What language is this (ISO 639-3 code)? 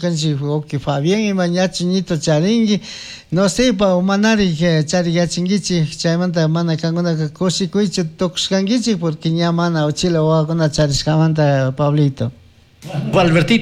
qug